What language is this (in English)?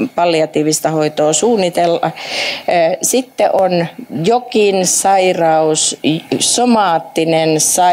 Finnish